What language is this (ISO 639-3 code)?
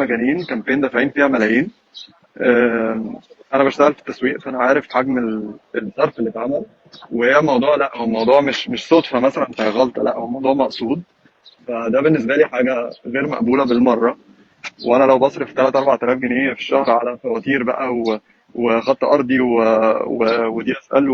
arz